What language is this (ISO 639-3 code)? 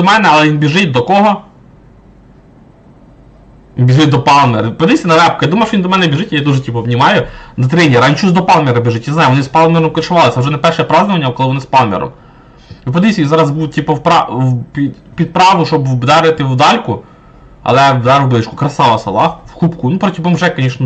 ukr